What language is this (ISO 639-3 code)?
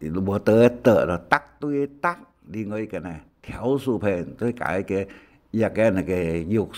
hak